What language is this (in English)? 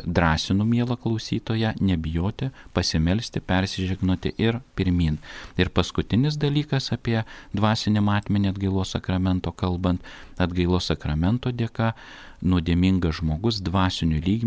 Lithuanian